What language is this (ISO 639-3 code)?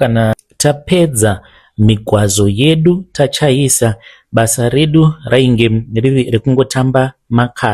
sna